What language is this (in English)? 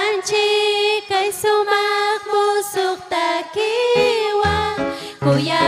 Ayacucho Quechua